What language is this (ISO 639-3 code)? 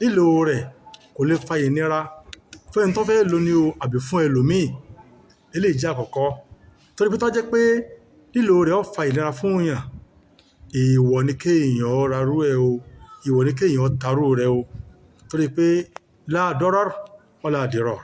yor